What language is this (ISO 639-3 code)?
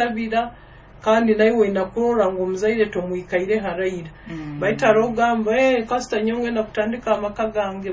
nyo